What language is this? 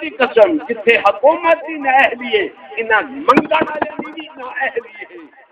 Saraiki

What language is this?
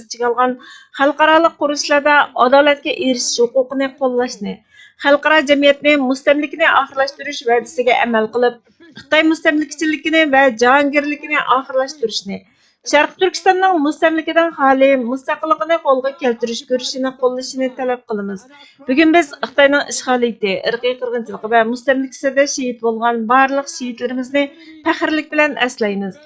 Uyghur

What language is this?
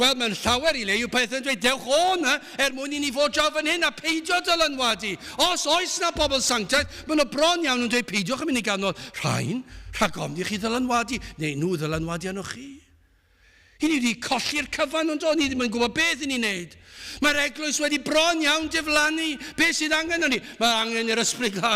Welsh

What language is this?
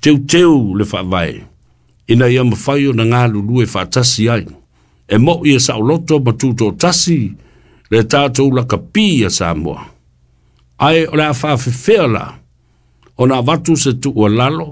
Samoan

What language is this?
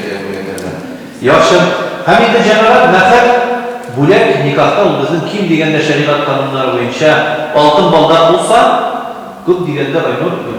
Tatar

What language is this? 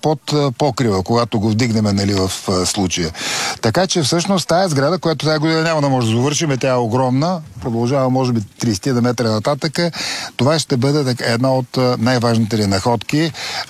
Bulgarian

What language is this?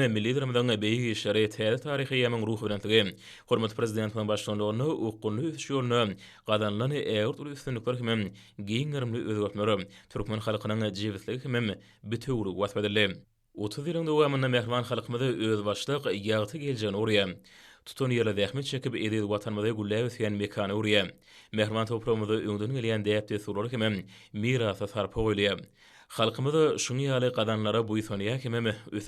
Turkmen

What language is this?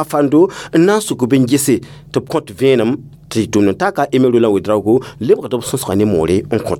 Mossi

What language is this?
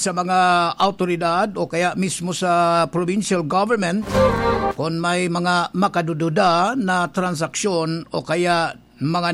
Bikol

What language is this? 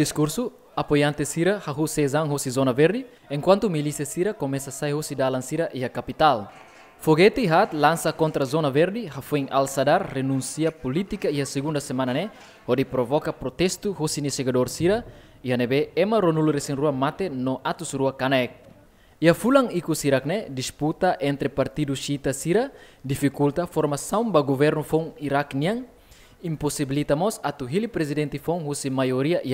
Tetum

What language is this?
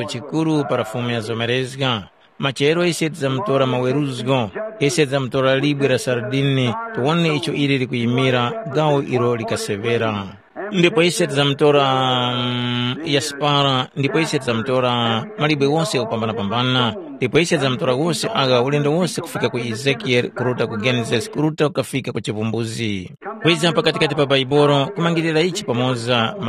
Tumbuka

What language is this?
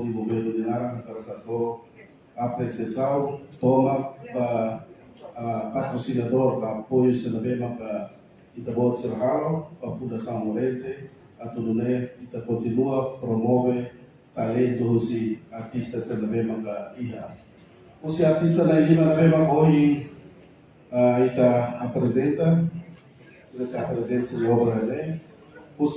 Tetum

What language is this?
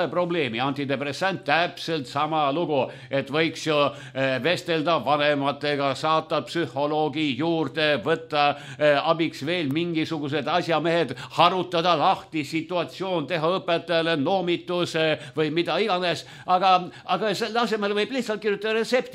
Estonian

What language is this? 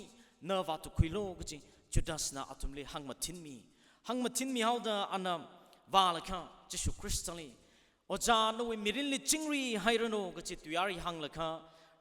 Tangkhul Naga (India)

